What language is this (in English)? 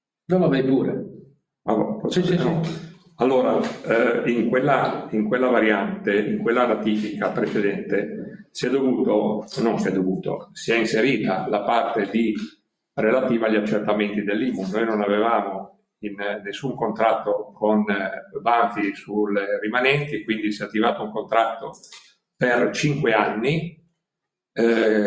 Italian